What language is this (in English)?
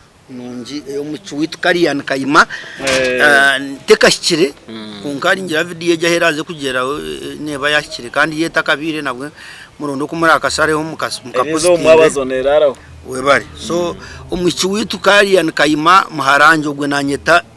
Nyankole